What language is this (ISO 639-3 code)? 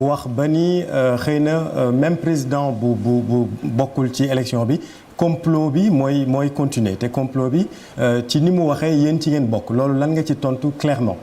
wol